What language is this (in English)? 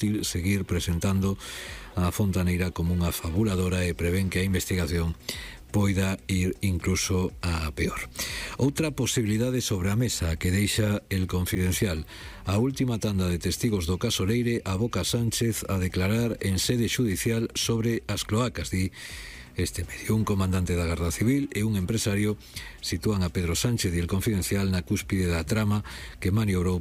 Galician